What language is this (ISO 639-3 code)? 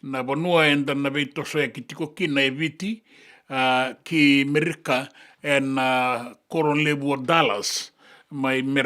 fij